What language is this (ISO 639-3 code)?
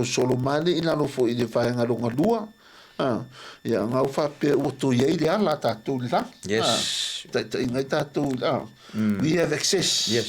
smo